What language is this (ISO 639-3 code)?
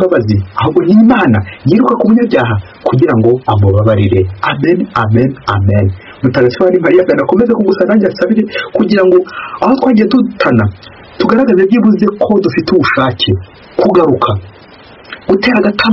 kin